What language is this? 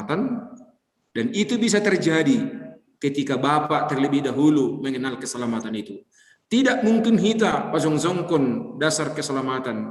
Batak Simalungun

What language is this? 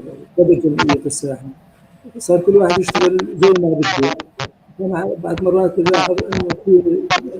North Levantine Arabic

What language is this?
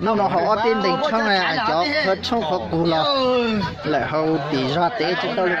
Hmong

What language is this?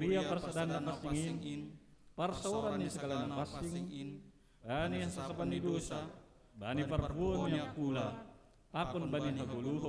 Batak Simalungun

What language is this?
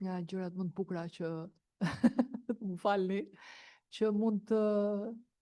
Albanian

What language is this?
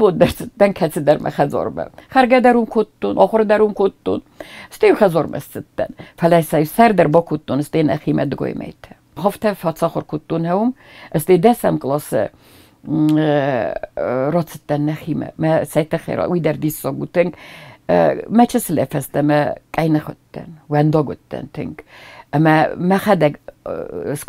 Ossetic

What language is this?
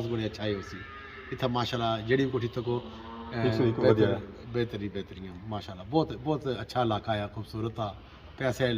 Pahari-Potwari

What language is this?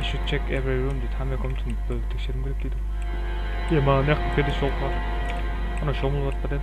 Kara-Kalpak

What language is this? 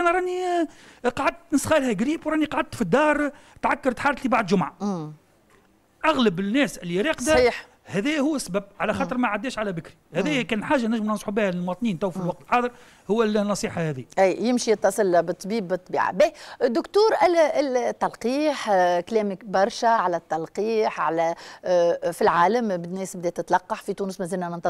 Tunisian Arabic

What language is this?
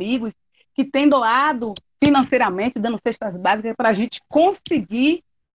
Portuguese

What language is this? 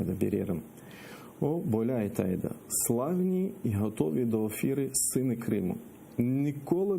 Crimean Tatar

